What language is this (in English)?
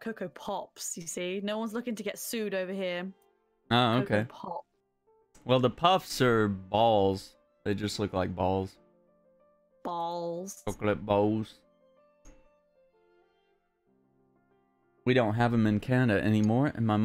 English